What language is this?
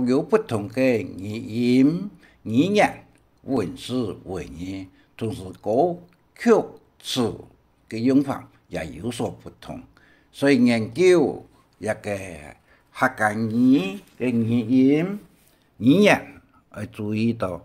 Hakka Chinese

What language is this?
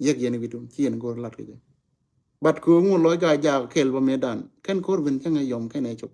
Nuer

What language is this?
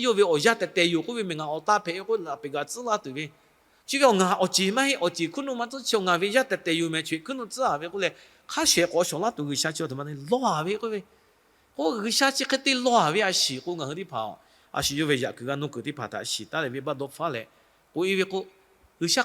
Lahu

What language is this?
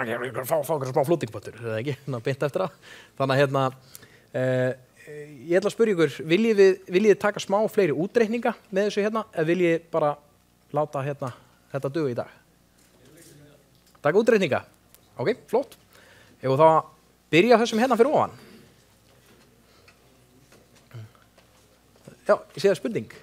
Icelandic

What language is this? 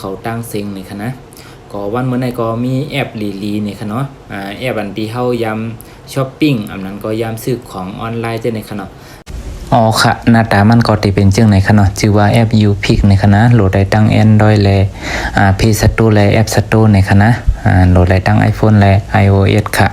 Shan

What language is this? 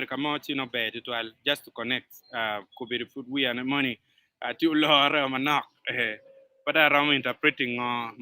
Acoli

